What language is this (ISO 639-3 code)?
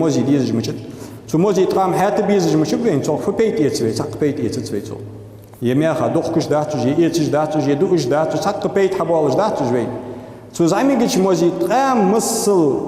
inh